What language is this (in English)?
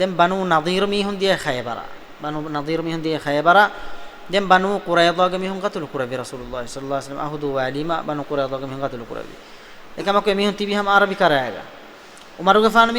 Divehi